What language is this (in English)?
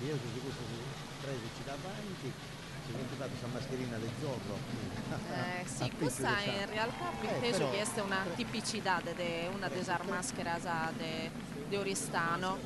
Sardinian